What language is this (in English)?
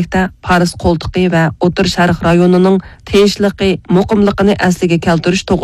Uyghur